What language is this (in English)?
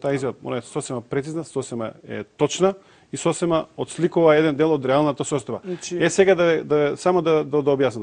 Macedonian